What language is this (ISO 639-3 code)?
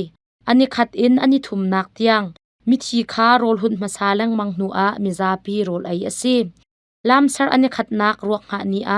cnh